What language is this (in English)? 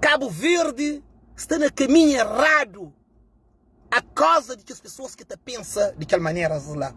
Kabuverdianu